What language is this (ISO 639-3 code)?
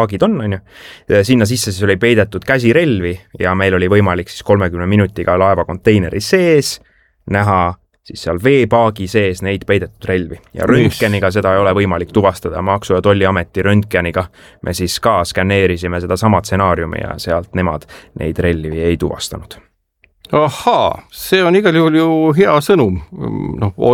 est